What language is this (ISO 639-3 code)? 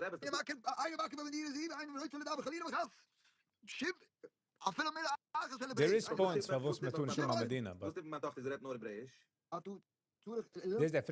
yid